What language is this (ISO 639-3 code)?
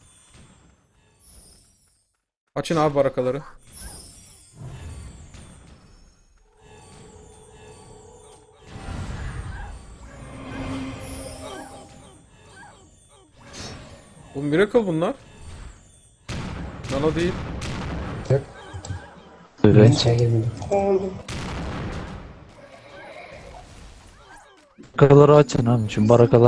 tur